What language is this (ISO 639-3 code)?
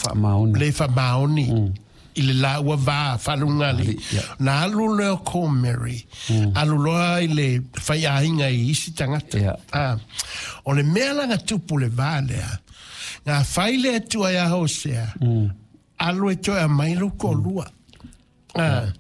smo